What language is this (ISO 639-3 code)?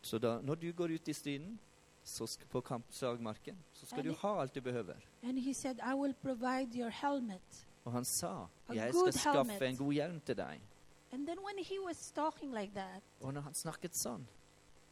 nor